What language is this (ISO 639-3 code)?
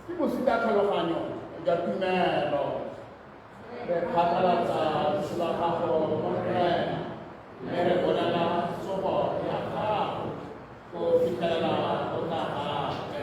tsn